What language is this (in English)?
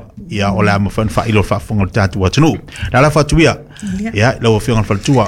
Samoan